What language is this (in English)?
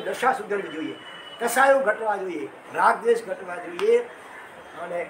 Gujarati